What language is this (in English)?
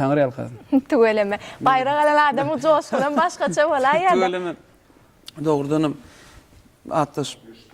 Turkmen